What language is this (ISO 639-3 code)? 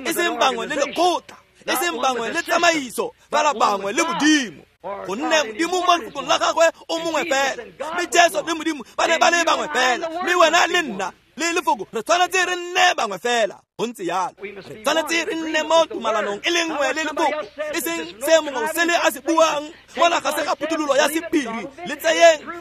tsn